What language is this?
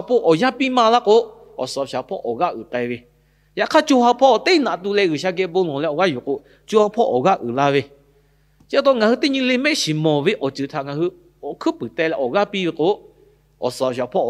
Lahu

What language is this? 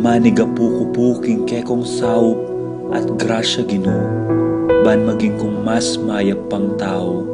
Pampanga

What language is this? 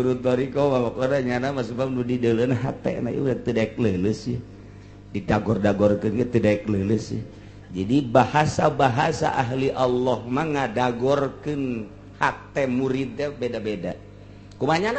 Sundanese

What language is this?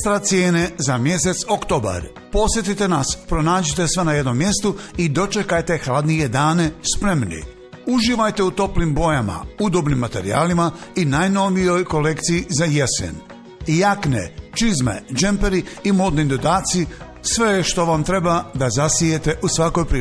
Bosnian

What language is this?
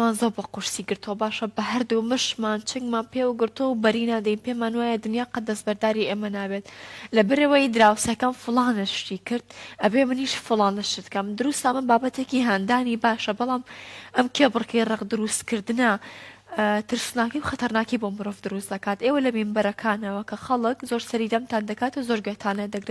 Central Kurdish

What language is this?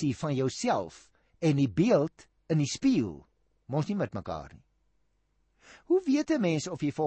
Afrikaans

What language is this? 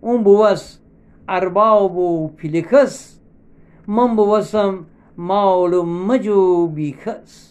Gilaki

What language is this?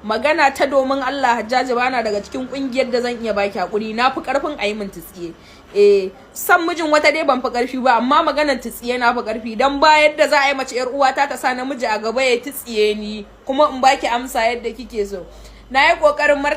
Hausa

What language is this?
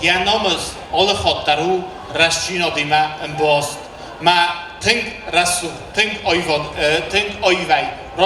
Ossetic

